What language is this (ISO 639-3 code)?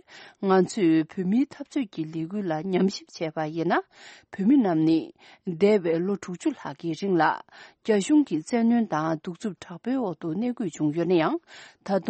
bod